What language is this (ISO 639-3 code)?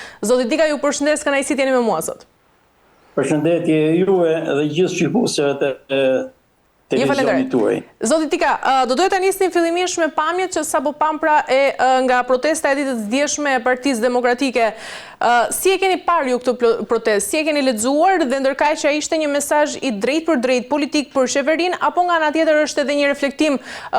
sqi